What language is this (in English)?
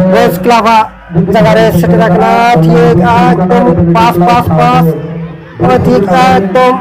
Santali